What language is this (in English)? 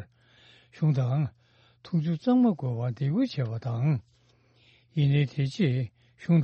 Tibetan